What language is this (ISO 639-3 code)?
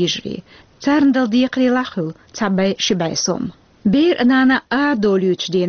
che